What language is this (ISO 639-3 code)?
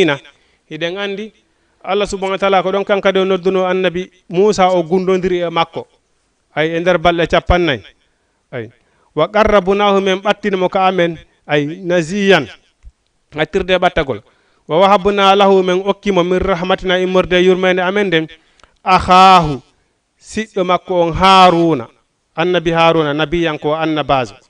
ful